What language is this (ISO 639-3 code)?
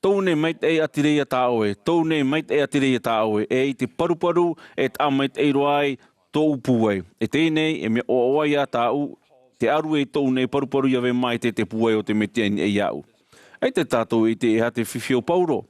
tah